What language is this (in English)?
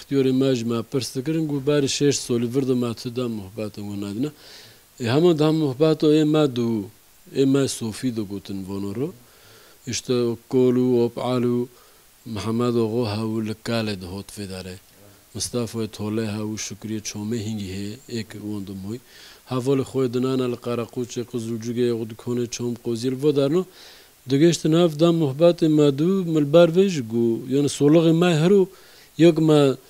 Kurdish